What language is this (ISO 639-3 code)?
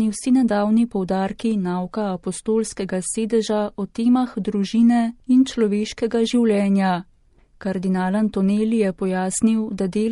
slv